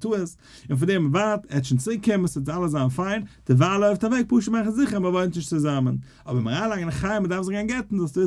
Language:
Yiddish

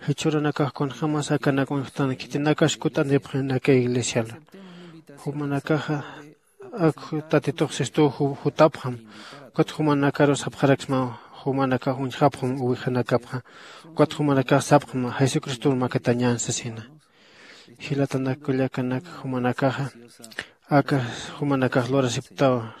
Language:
Aymara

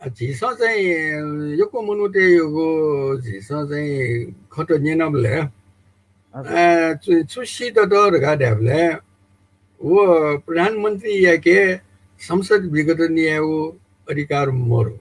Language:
Newari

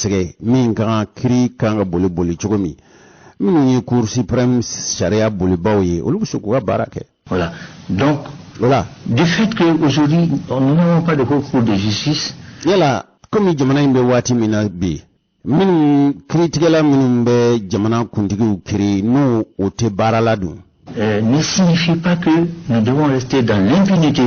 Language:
Bambara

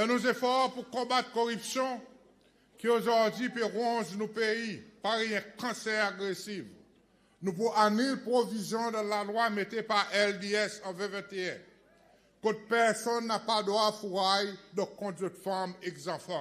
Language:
Seselwa Creole French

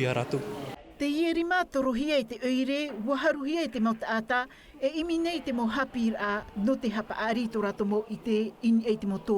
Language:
Tahitian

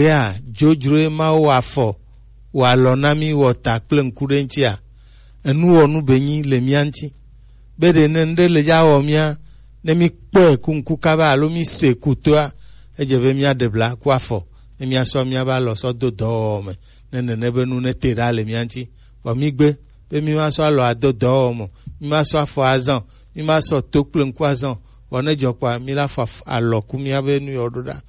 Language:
Gen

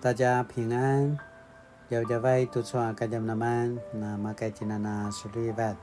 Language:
Paiwan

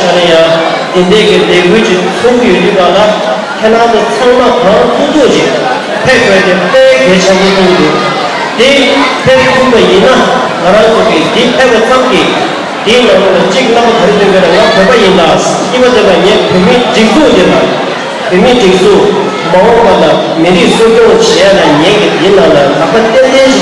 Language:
Tibetan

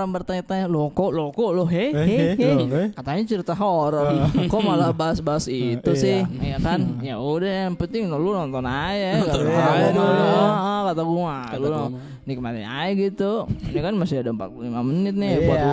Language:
Makassar Malay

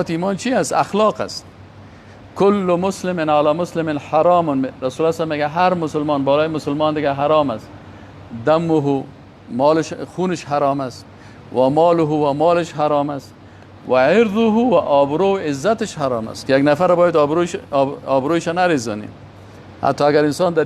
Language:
Persian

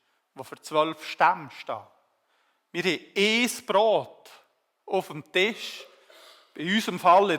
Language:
Swiss German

